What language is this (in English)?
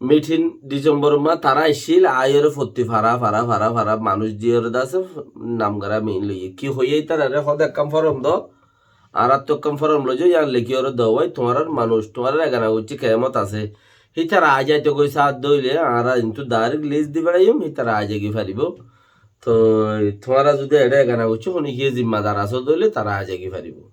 Rohingya